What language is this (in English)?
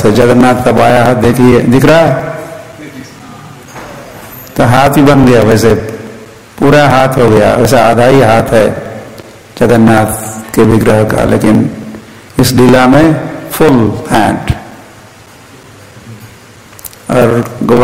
Hindi